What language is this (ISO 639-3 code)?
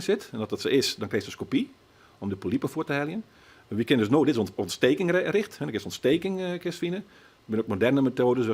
fry